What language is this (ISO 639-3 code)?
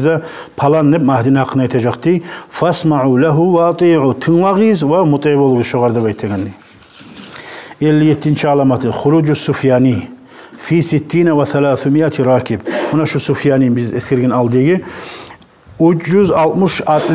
kum